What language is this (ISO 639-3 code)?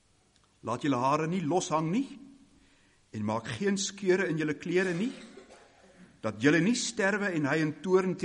afr